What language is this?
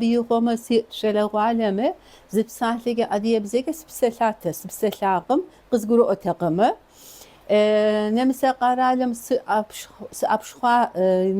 Kabardian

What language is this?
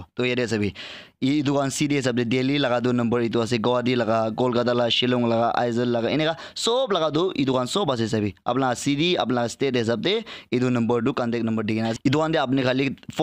Naga Pidgin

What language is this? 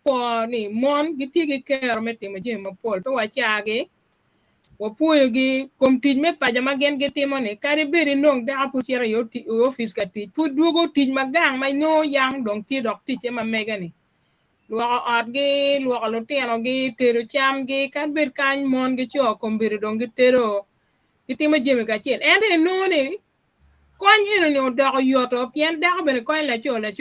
Acoli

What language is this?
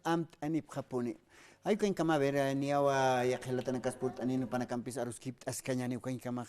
Aymara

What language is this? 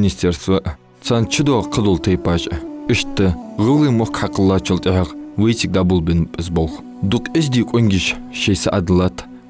Ingush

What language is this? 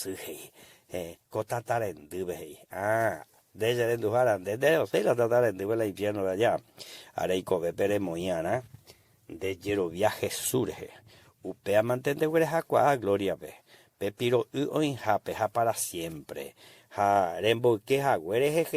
Guarani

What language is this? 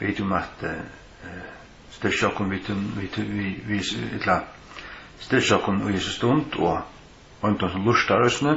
Faroese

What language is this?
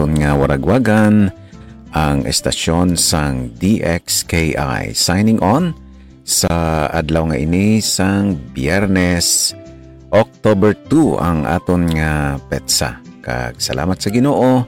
Hiligaynon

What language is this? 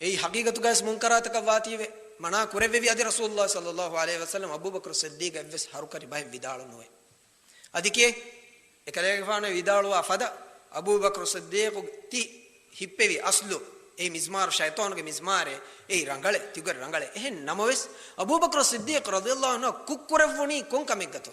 Divehi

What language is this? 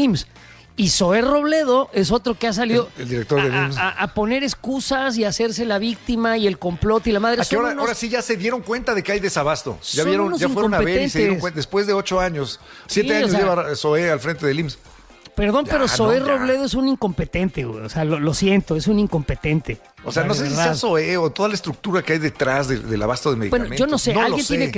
Spanish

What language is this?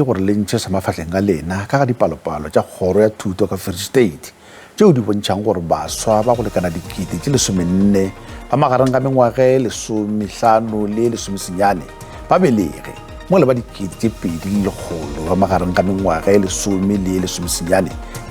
Northern Sotho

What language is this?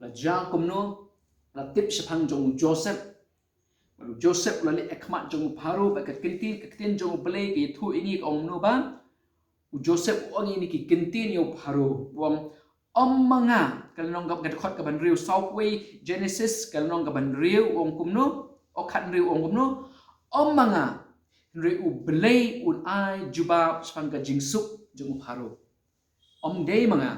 Khasi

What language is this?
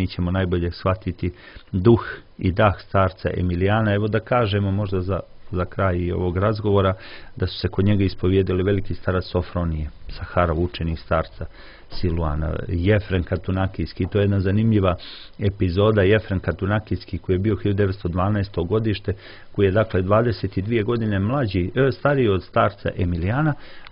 Serbian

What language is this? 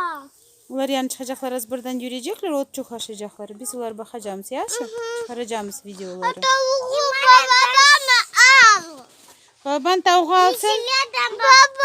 Crimean Tatar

